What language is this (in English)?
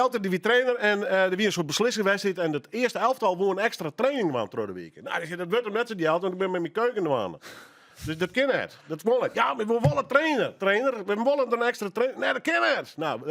Western Frisian